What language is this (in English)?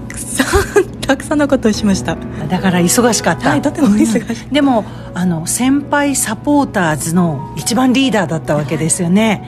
Japanese